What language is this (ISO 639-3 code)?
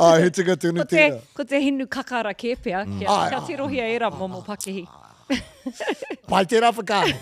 mri